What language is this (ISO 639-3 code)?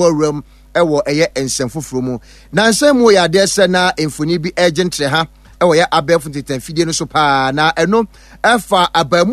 aka